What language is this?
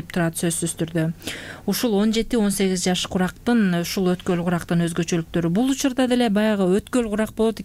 Kyrgyz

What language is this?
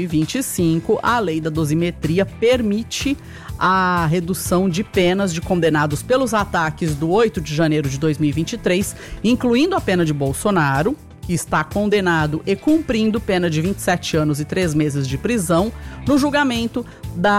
Portuguese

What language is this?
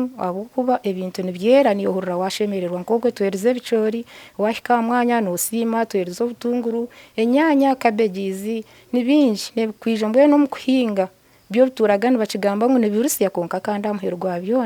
Nyankole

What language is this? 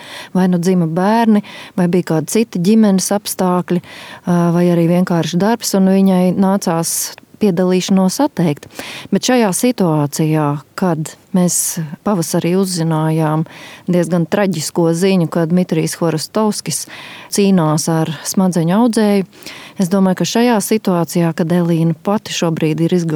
Latvian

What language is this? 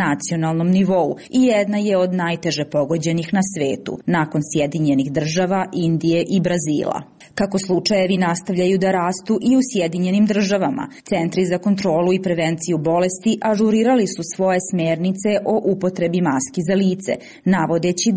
Serbian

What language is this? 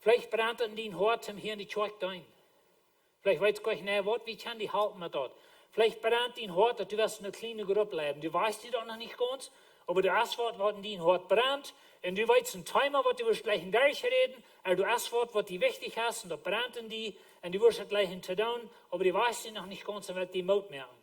Plautdietsch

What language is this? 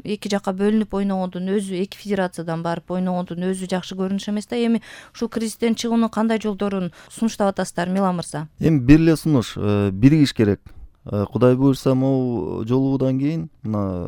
Kyrgyz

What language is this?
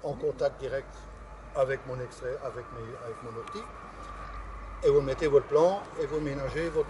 French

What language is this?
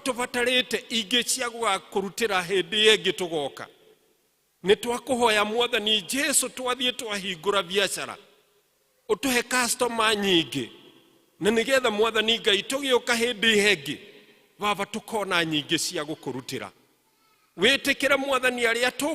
Kikuyu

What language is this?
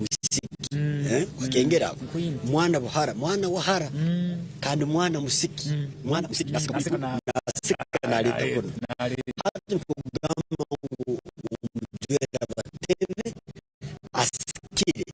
Nyankole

